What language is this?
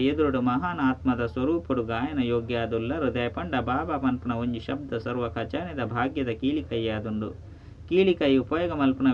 Tulu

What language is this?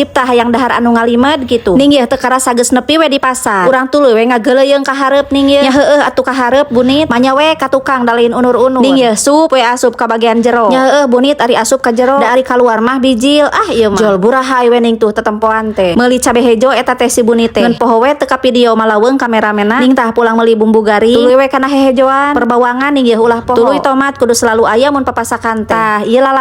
Sundanese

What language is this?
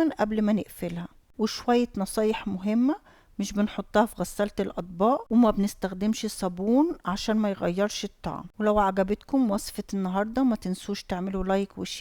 Egyptian Arabic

